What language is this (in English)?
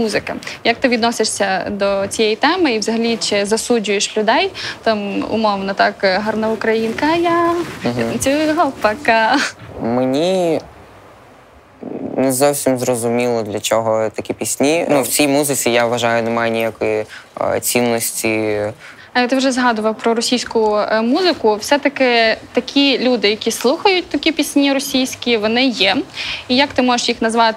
Ukrainian